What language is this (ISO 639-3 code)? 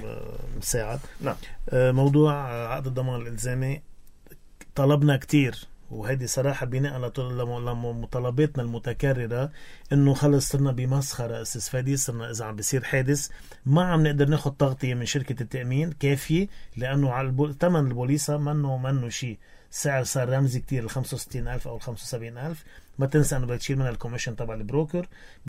apc